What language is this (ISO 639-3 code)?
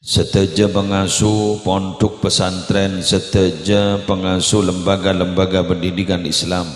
mad